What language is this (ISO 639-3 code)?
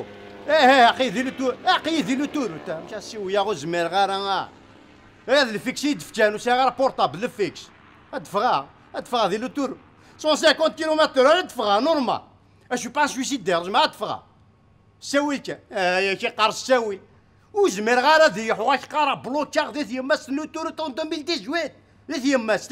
kab